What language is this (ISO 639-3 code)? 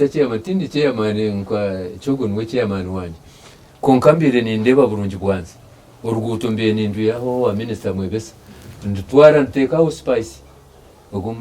nyn